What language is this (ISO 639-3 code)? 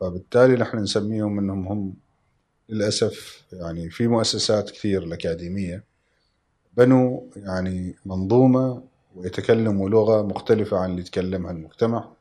afb